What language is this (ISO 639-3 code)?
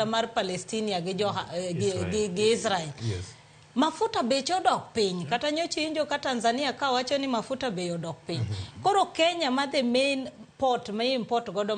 luo